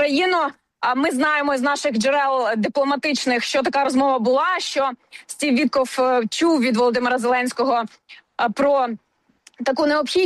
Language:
Ukrainian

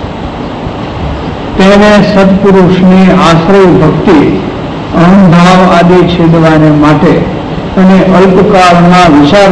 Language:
Gujarati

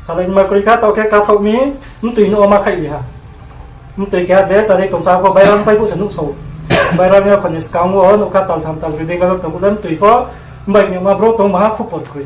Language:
Riang (India)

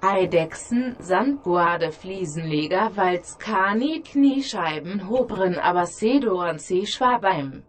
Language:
Bavarian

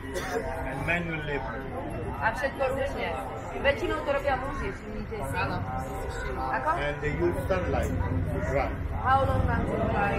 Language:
Slovak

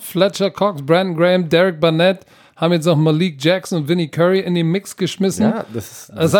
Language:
German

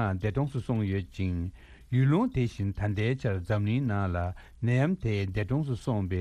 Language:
Tibetan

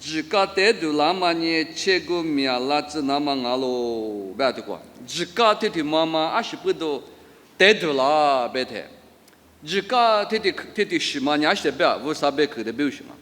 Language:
Lisu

